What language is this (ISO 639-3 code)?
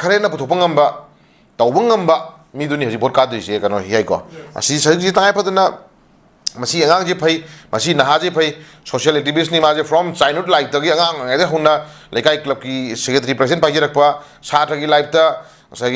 mni